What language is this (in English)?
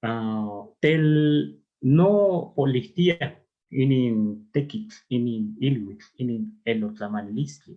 Eastern Huasteca Nahuatl